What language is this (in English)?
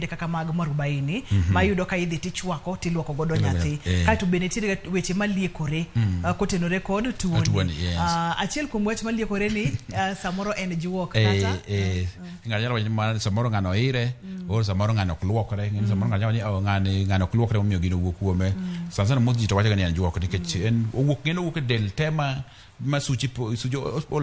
Luo (Kenya and Tanzania)